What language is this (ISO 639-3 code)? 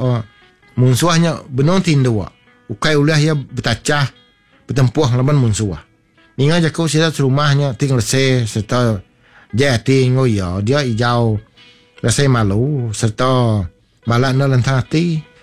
iba